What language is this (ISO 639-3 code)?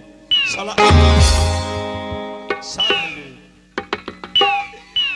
bho